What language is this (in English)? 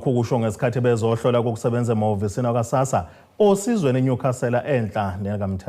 Zulu